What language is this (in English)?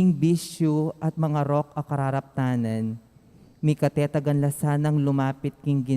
Pampanga